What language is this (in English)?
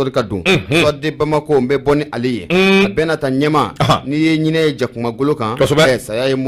Bambara